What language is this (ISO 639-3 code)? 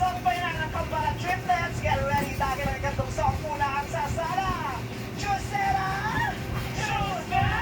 bik